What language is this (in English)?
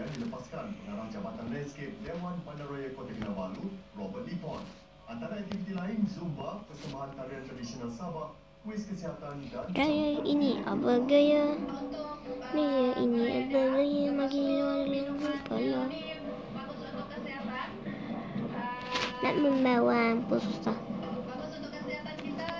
Malay